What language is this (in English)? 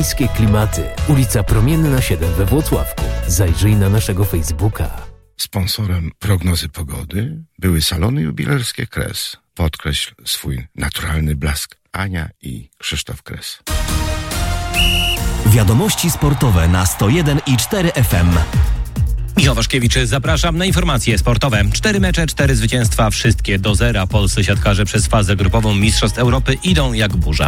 Polish